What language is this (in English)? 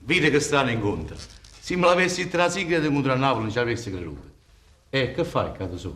Neapolitan